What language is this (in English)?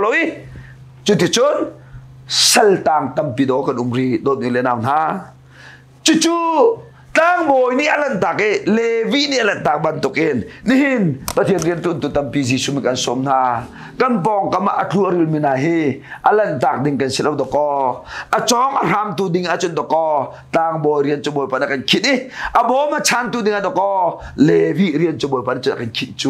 Hakha Chin